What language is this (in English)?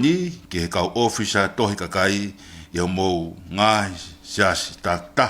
Tongan